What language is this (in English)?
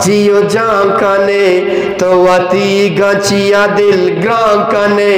Eastern Balochi